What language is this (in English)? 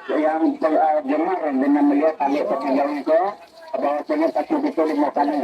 Minangkabau